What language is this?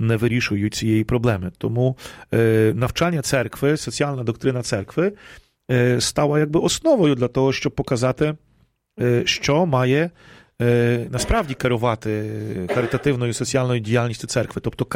Ukrainian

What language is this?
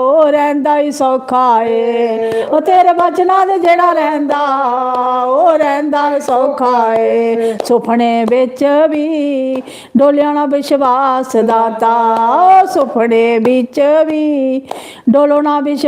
Dogri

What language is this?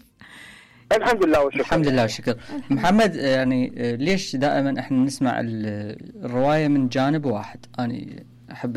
Mesopotamian Arabic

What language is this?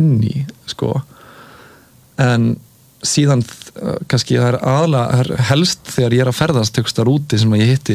Icelandic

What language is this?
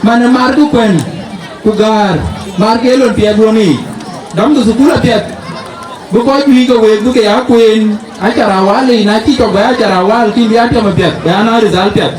Dinka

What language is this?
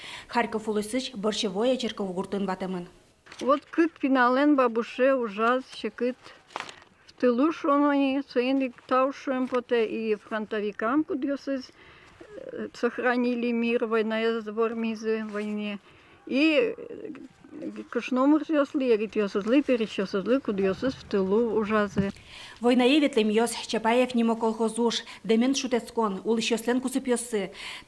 Udmurt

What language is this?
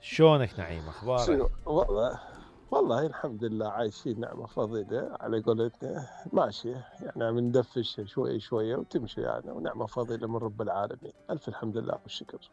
Mesopotamian Arabic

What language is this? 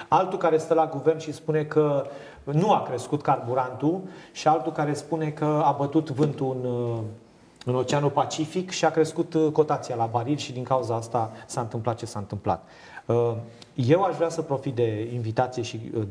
Romanian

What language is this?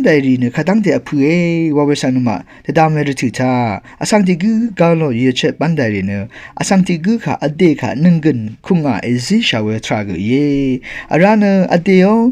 Rawang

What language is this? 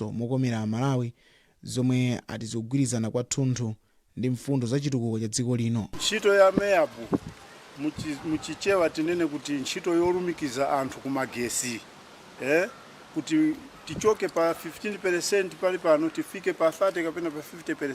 Nyanja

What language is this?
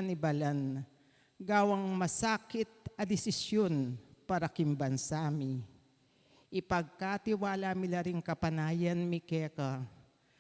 Pampanga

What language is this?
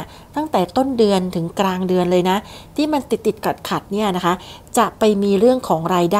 Thai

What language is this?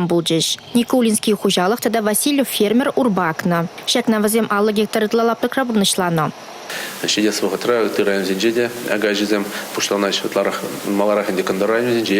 Chuvash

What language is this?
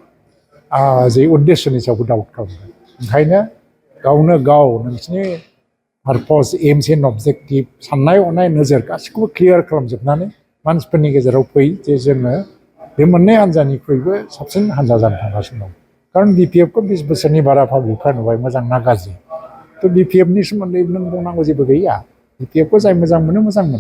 Bodo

